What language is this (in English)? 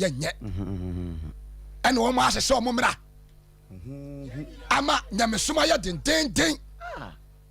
Akan